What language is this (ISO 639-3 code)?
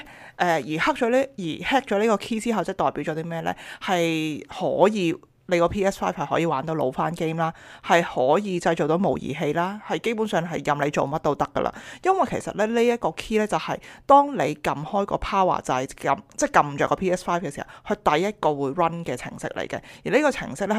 yue